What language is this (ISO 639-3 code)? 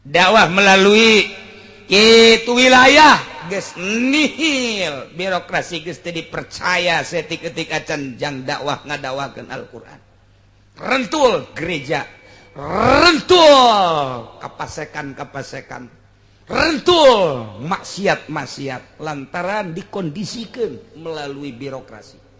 sun